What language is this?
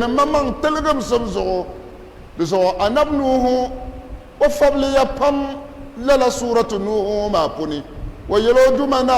Dagbani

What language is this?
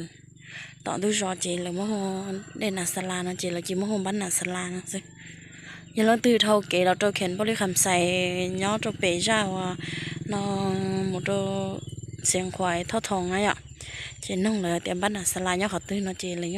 Hmong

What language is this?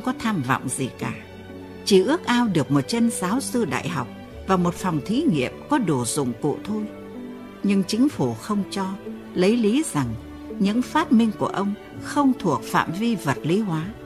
Vietnamese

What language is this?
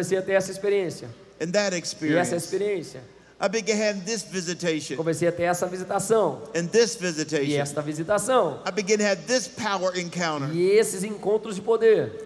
Portuguese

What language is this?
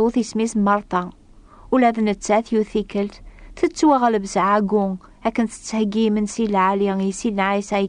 Kabyle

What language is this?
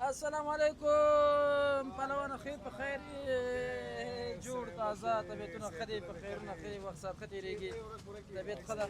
Pashto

